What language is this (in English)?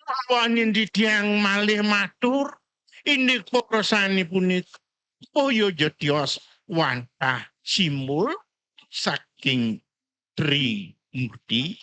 Balinese